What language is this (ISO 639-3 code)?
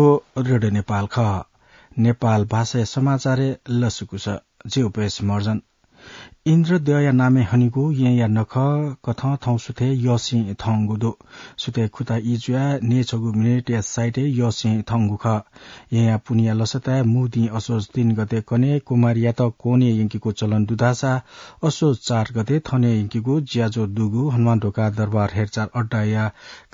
new